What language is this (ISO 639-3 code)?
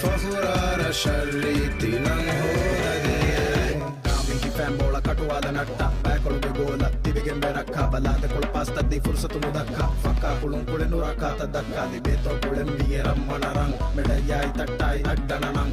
div